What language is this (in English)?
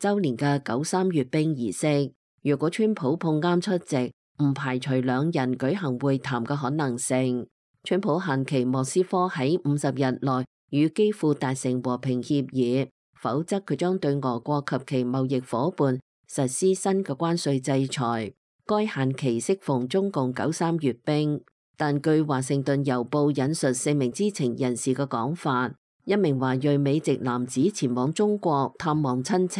Cantonese